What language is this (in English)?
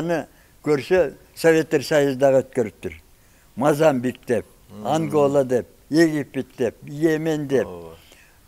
Kyrgyz